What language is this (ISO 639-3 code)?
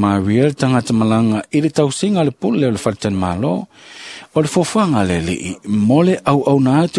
smo